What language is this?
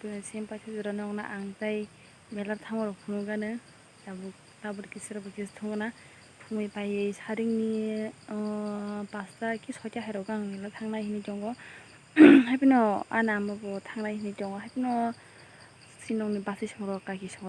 Kok Borok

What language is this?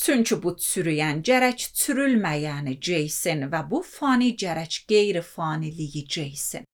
Azerbaijani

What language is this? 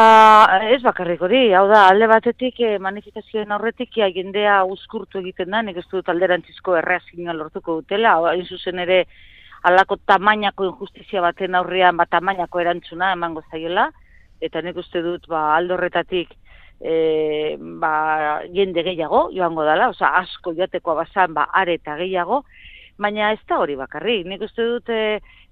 Basque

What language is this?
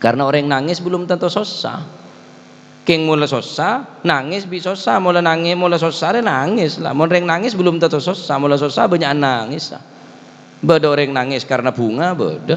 Madurese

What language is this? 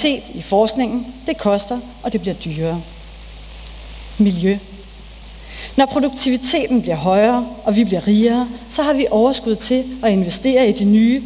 Danish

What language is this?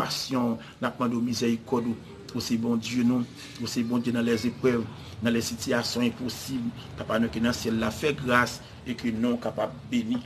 Haitian Creole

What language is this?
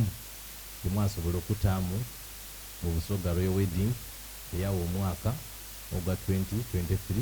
Soga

